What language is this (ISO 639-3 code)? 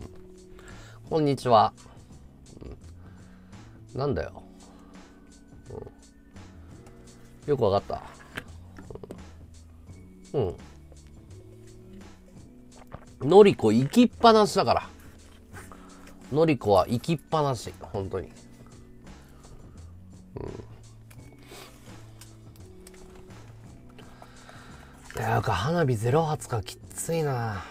jpn